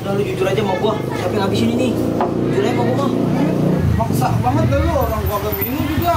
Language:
Betawi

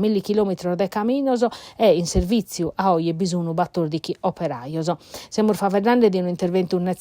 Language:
Sardinian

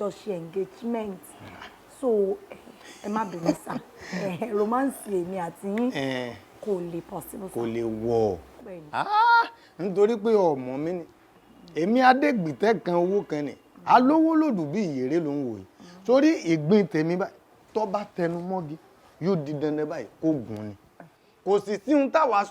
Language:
Yoruba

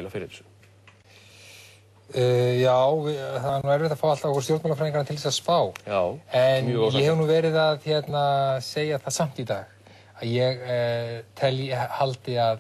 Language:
Icelandic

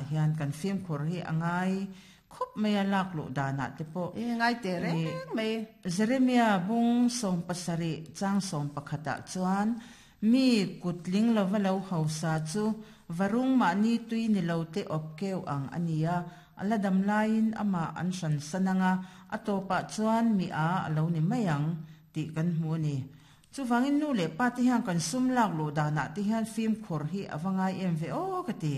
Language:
Mizo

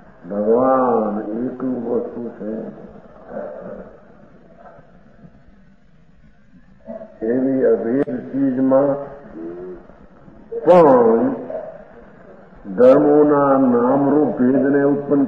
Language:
Gujarati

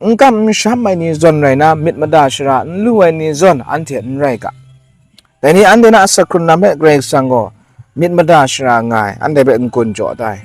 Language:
Kachin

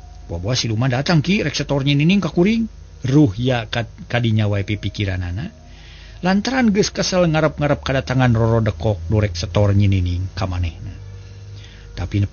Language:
Sundanese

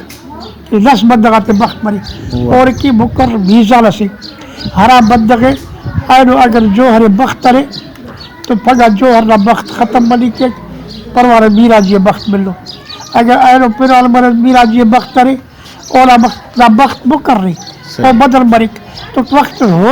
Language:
Brahui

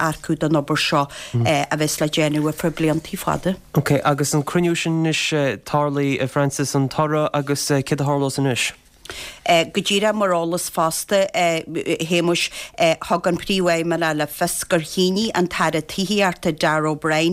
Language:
Irish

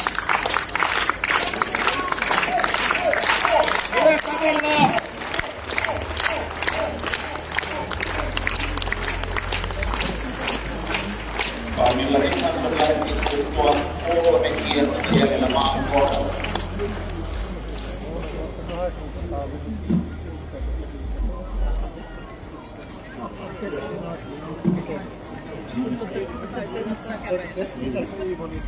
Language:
Finnish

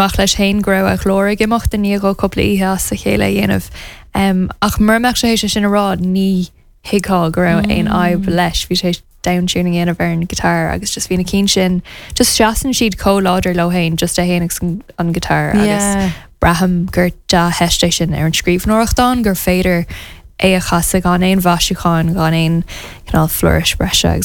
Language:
Irish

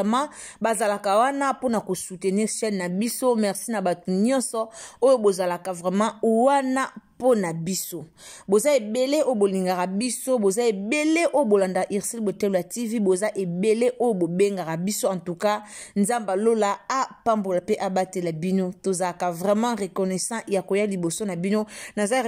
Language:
Lingala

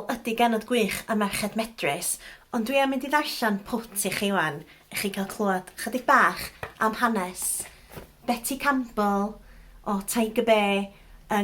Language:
Welsh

